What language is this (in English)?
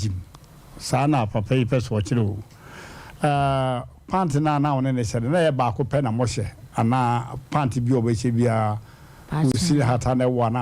Akan